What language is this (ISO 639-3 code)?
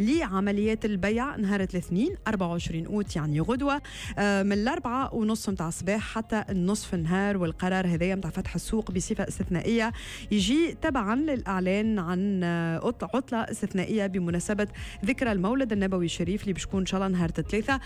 aeb